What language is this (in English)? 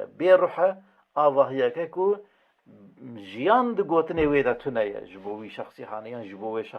Kurdish